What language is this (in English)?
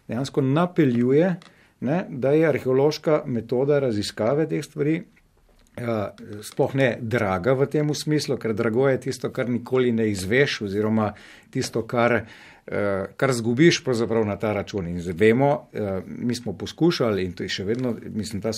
Slovenian